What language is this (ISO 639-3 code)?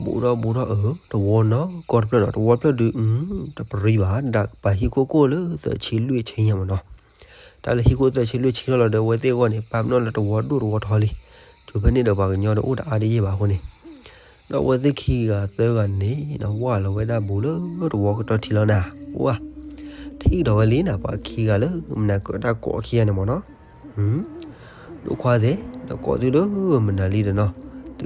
ksw